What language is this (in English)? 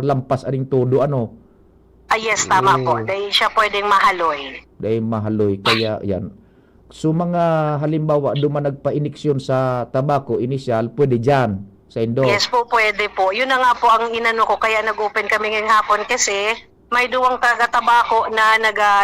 Bikol